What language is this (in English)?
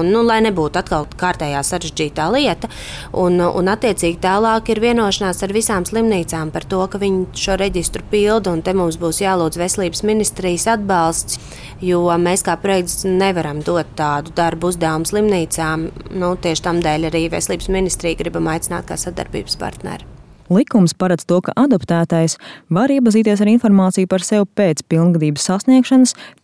Latvian